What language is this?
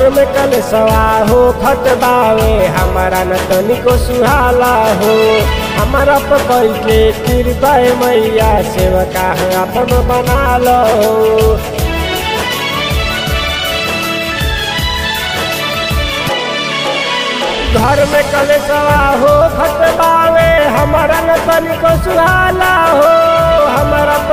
Bhojpuri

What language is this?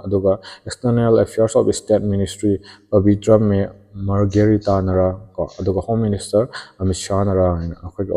Manipuri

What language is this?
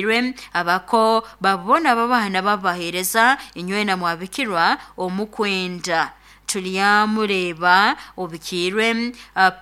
Nyoro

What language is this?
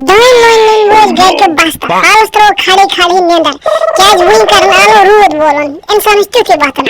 Kashmiri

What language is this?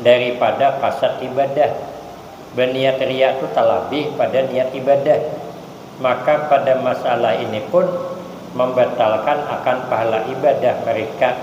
Banjar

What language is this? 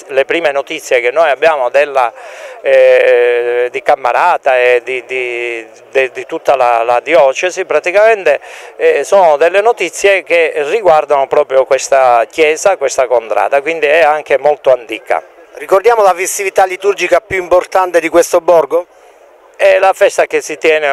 Italian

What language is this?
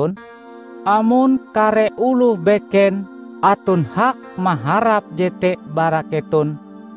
Ngaju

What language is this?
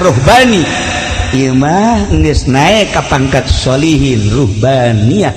Sundanese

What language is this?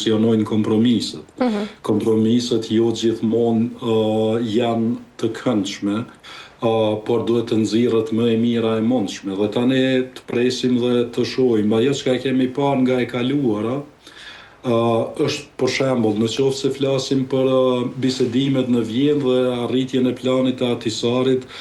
Albanian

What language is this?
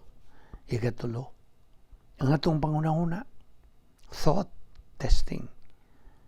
Cebuano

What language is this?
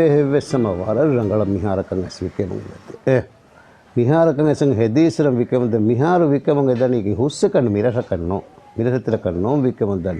Divehi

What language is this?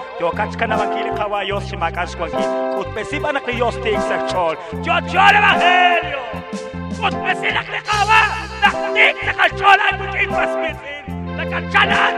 Kekchí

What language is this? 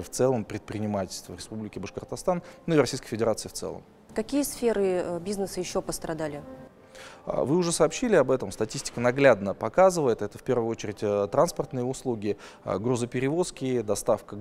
Russian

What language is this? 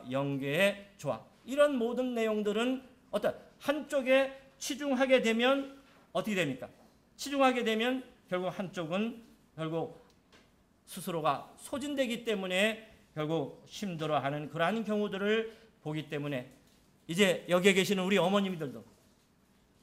Korean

